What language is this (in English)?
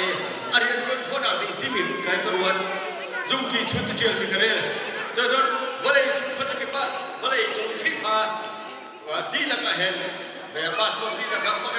Hakha Chin